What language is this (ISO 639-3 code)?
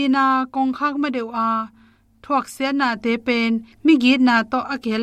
ctd